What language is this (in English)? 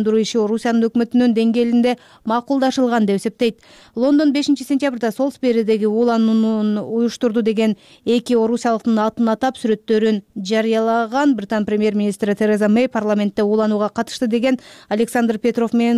Kyrgyz